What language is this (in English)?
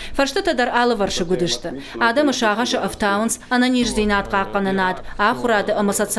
Ossetic